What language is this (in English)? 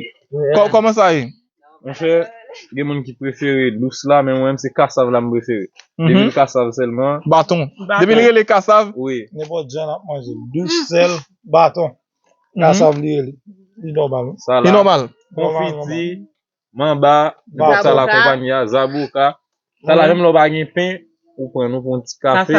Haitian Creole